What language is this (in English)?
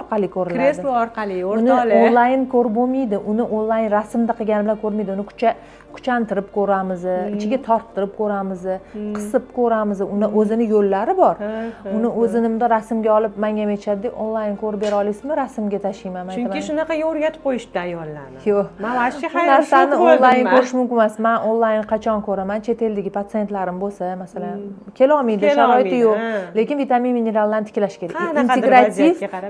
Uzbek